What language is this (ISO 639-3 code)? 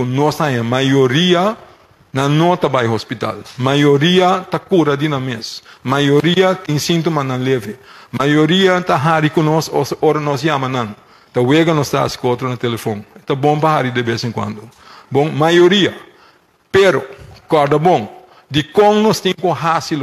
pap